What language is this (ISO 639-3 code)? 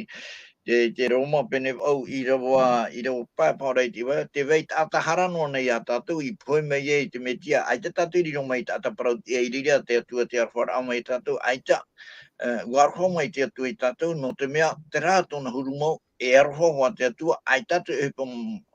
tah